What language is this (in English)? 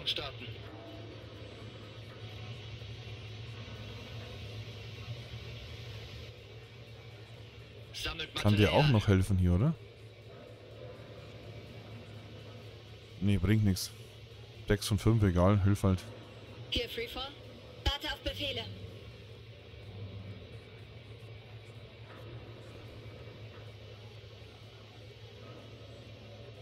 German